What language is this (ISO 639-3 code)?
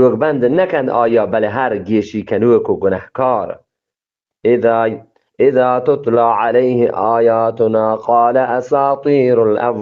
bgp